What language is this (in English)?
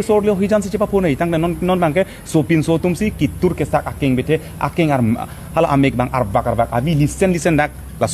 Karbi